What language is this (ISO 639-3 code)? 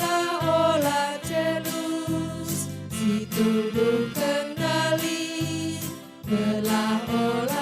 btx